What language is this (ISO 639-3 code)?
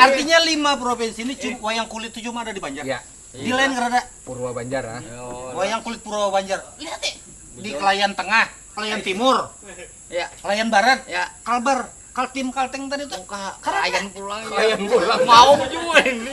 bjn